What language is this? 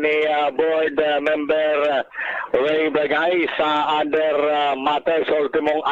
Bikol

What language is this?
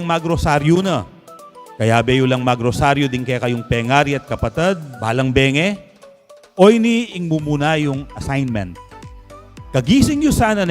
Pampanga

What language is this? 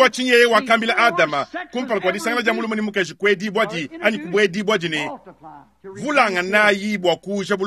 Luba-Lulua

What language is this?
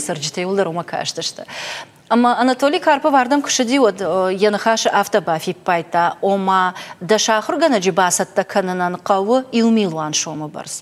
Ossetic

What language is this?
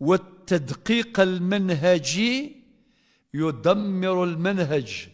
Kabyle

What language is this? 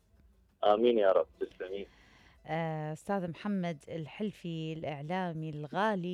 Mesopotamian Arabic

